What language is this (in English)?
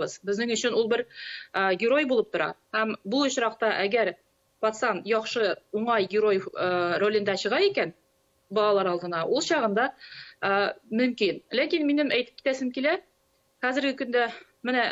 Tatar